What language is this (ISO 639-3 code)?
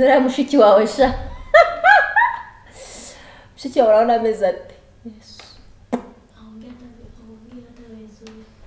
kin